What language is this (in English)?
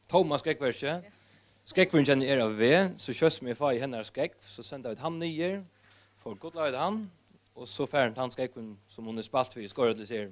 Faroese